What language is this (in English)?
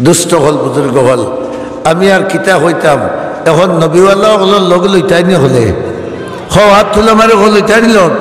Sylheti